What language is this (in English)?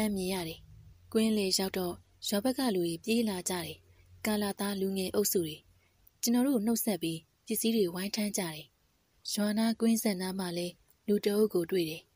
Burmese